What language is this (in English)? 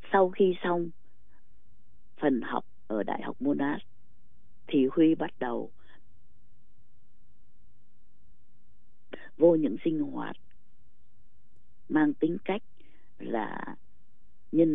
Vietnamese